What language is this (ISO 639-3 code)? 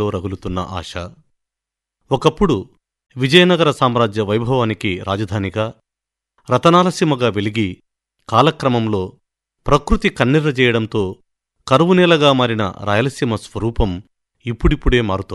tel